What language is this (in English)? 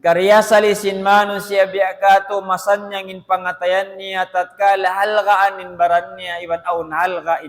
Tausug